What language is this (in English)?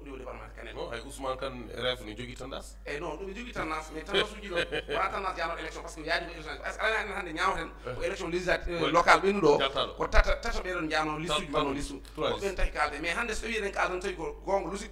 Fula